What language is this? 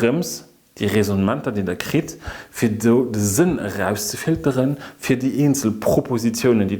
Luxembourgish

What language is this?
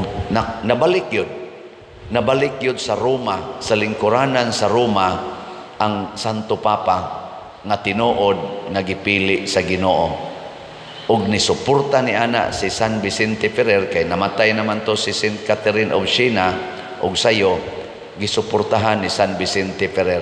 Cebuano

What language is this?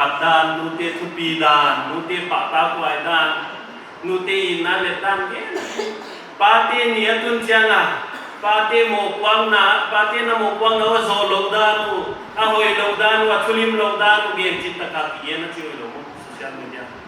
Paite Chin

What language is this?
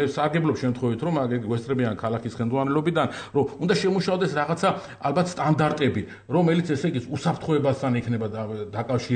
Georgian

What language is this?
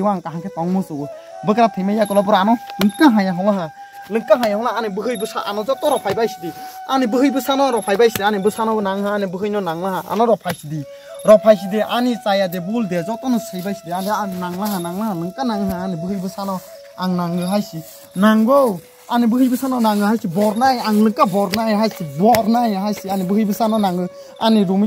Kok Borok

